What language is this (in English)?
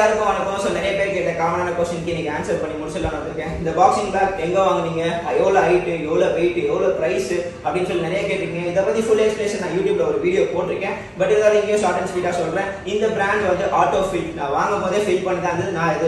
Tamil